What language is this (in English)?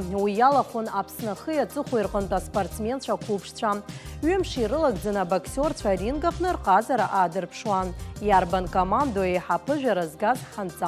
Abkhazian